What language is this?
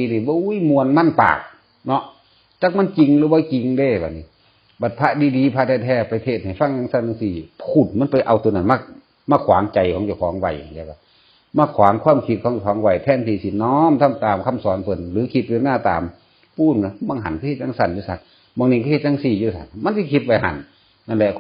Northeastern Thai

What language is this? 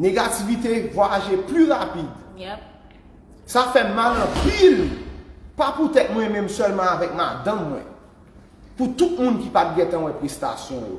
Haitian Creole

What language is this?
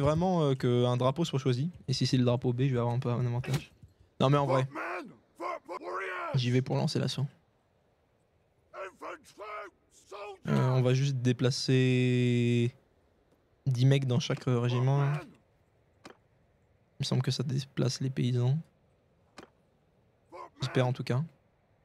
French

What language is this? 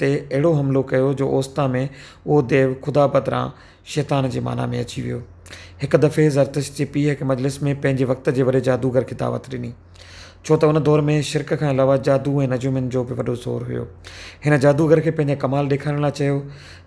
Sindhi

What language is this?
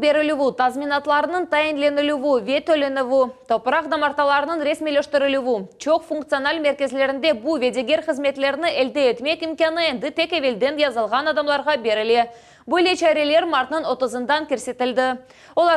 Crimean Tatar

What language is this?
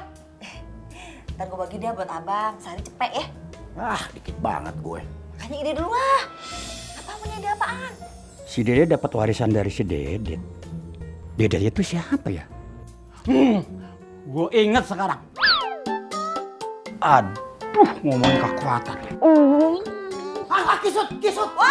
Indonesian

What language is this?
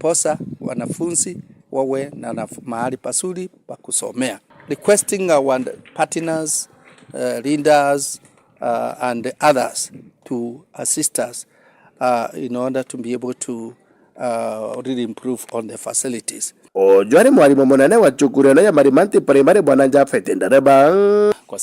Meru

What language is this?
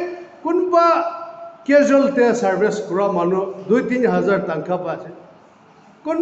Naga Pidgin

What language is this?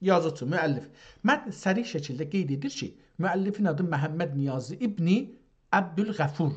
South Azerbaijani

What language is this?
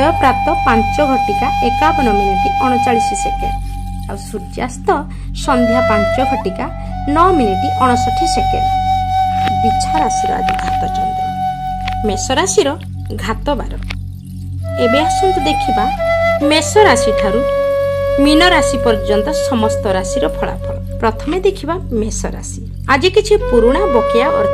Odia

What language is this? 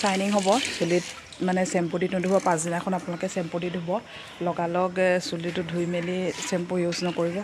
Assamese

